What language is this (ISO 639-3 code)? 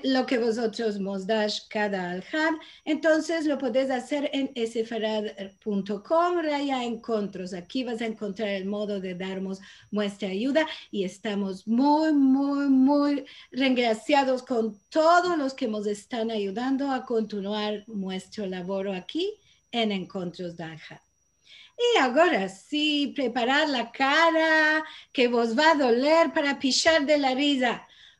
lad